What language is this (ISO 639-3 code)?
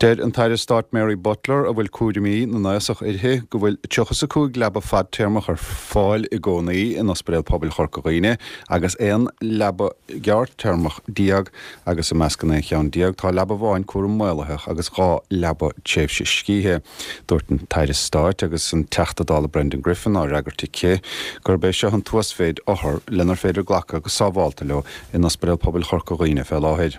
gle